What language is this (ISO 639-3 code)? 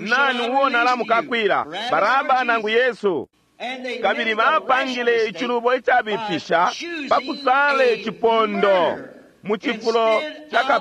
bem